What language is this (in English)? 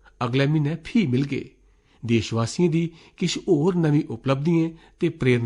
Dogri